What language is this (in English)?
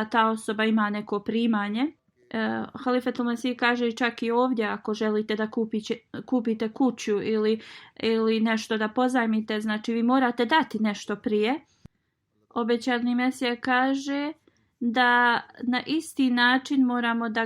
Bosnian